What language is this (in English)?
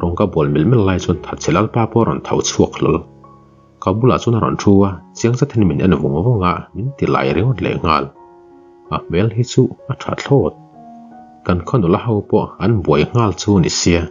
Mizo